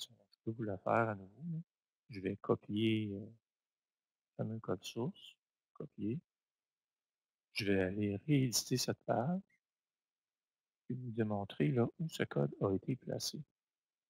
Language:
French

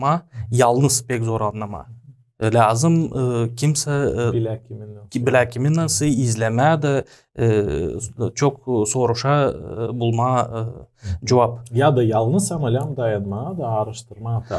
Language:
Gagauz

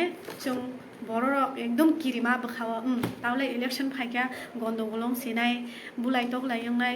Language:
Kok Borok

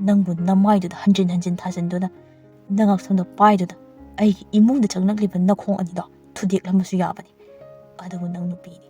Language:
Manipuri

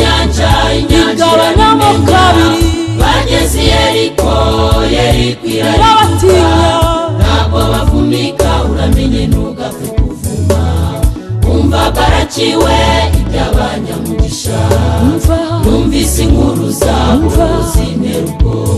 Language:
Kinyarwanda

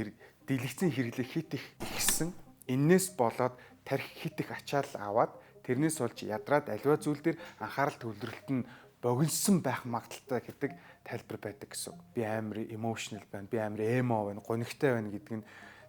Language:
Mongolian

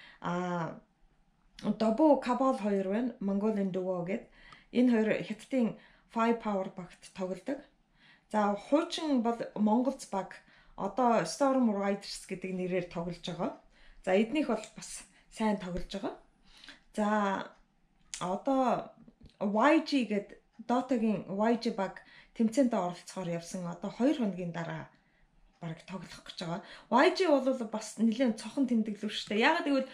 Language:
Mongolian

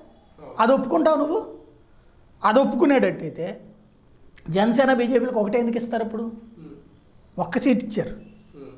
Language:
Telugu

